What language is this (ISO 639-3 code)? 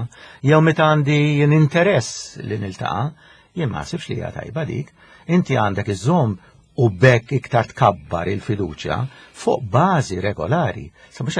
mlt